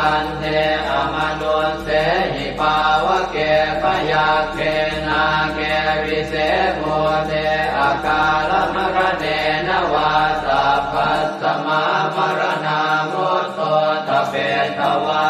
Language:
Pali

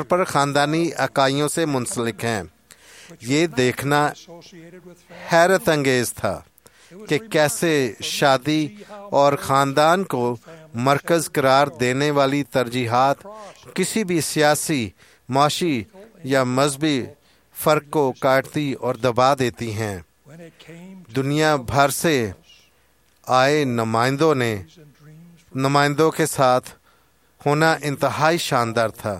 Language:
Urdu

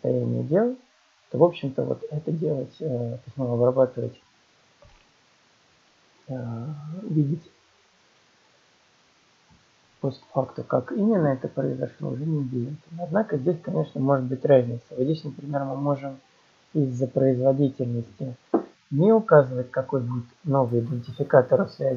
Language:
Russian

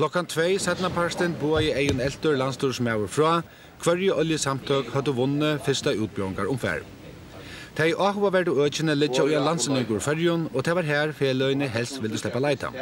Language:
Faroese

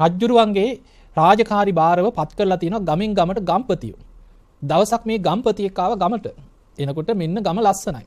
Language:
Sinhala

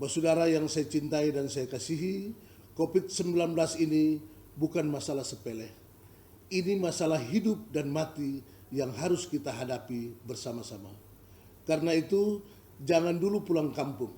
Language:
Ambonese Malay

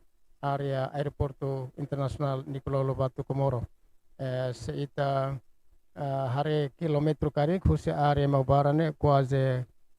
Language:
Tetum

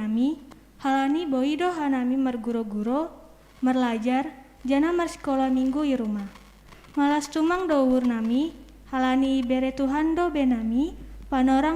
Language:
Batak Simalungun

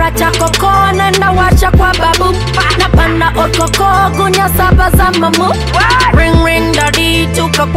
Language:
Swahili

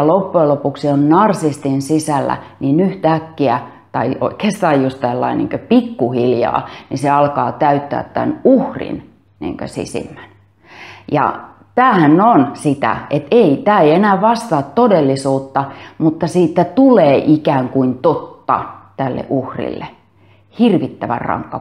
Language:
Finnish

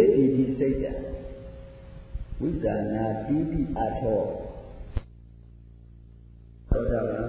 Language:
Burmese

